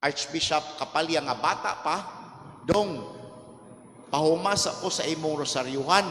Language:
Cebuano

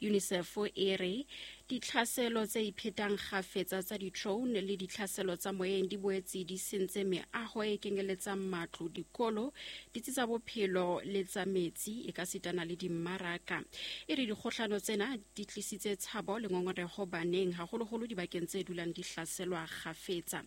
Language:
Southern Sotho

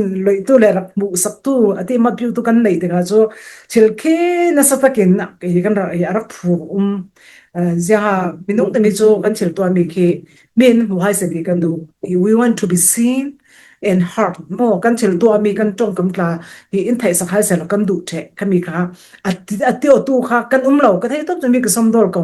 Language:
Falam Chin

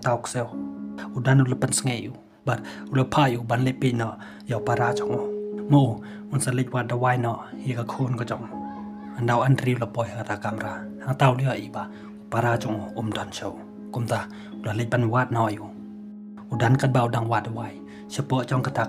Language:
Khasi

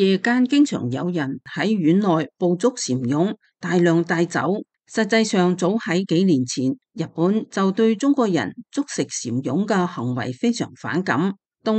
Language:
Cantonese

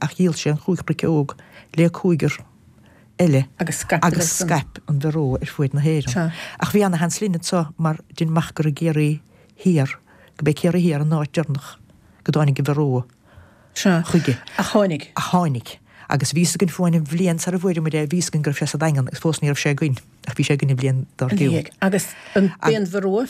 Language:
Irish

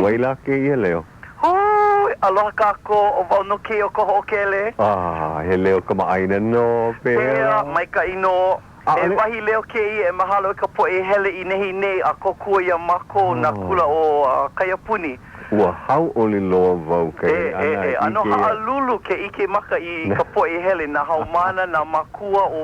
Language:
Hawaiian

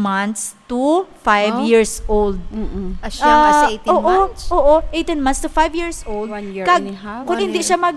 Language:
Hiligaynon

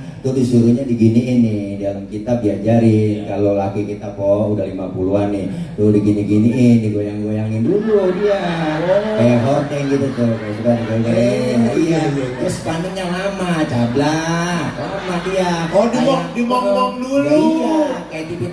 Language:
Betawi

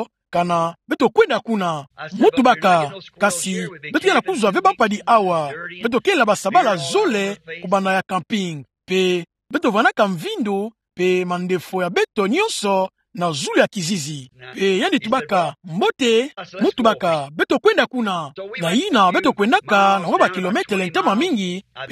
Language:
Kituba (Democratic Republic of Congo)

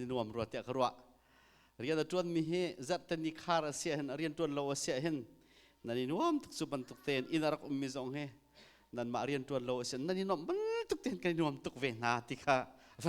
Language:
Hakha Chin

